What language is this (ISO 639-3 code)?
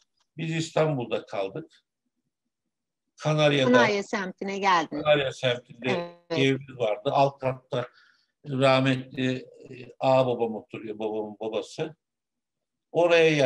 tur